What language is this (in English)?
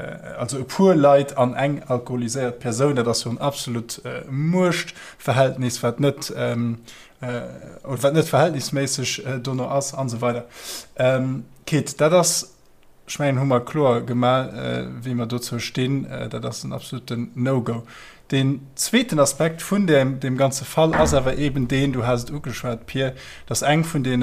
Luxembourgish